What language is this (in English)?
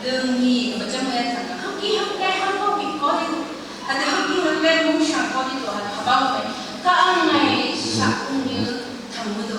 Phom Naga